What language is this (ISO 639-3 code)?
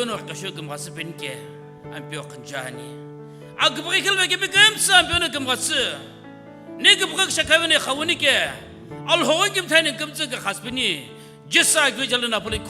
nsm